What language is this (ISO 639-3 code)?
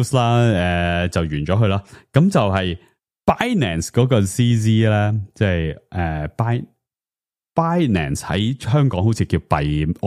yue